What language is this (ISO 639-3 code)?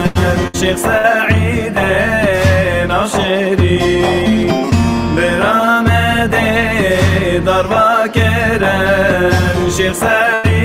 kur